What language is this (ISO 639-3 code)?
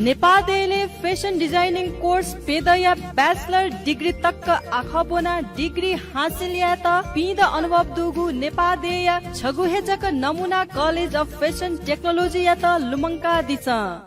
new